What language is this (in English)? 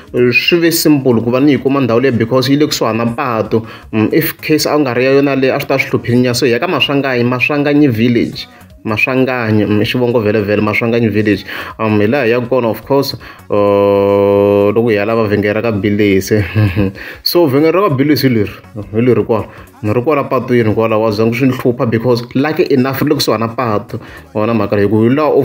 Tsonga